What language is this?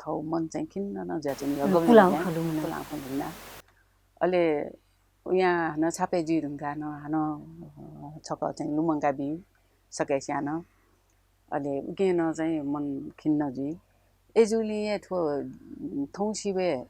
Newari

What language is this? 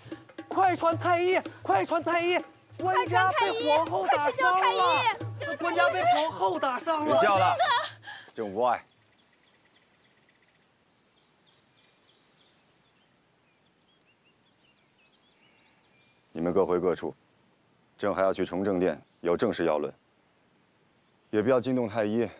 Chinese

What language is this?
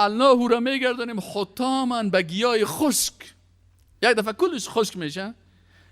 Persian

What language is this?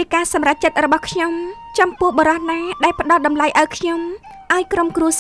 Khmer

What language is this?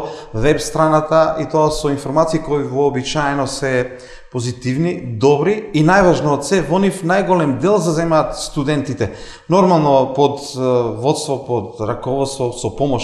Macedonian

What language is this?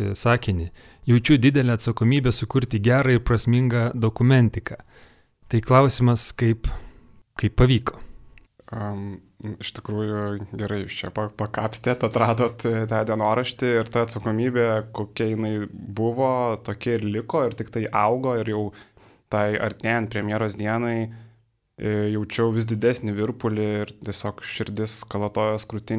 Lithuanian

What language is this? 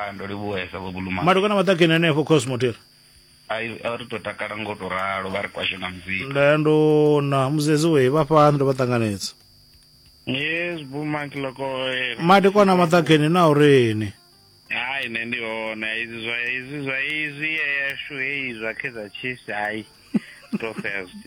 Venda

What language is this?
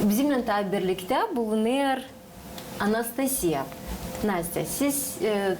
Gagauz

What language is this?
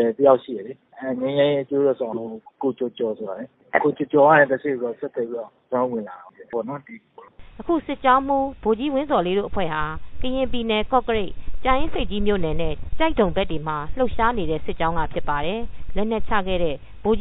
Burmese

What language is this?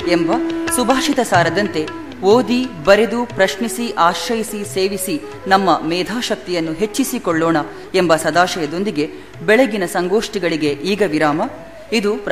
Kannada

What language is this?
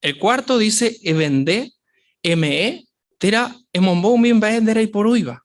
Guarani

